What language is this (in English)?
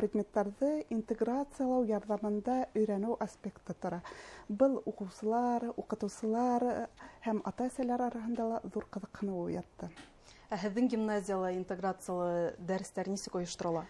Bashkir